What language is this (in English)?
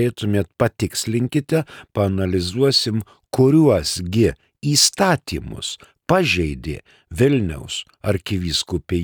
Lithuanian